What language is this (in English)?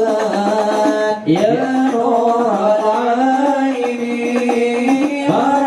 Betawi